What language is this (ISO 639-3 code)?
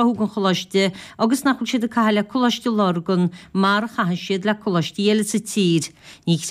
gle